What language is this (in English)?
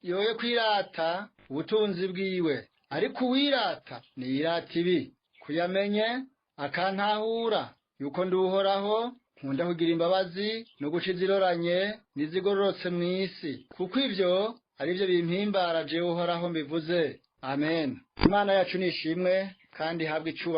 Rundi